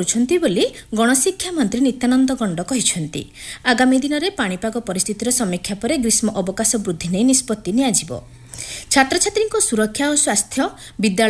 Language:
Odia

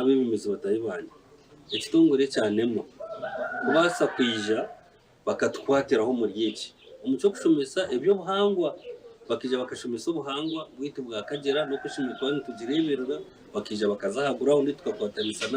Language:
Nyankole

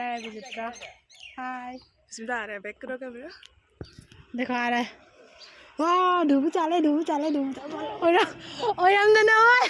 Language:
Manipuri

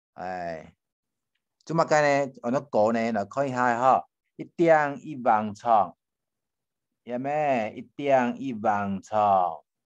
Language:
Hakka Chinese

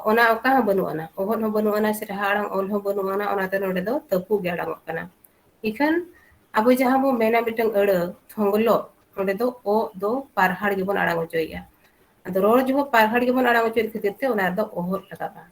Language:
Santali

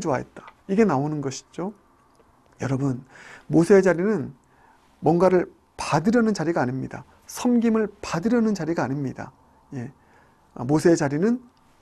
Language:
Korean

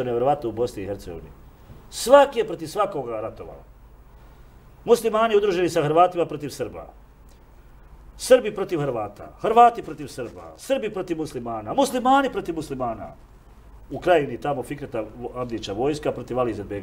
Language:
Serbian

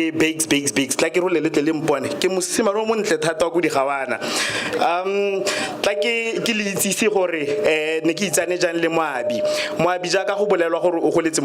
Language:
Tswana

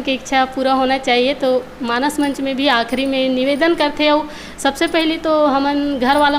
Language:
Chhattisgarhi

